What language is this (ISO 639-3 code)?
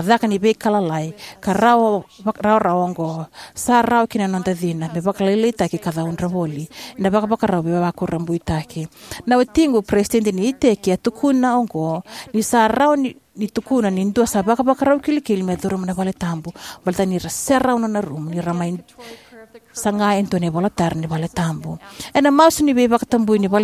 fij